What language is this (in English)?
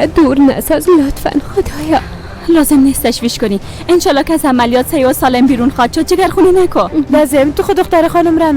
Persian